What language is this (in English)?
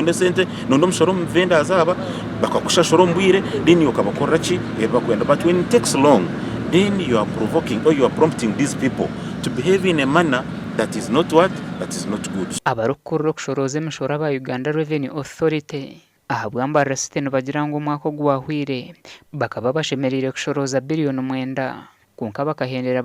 Nyankole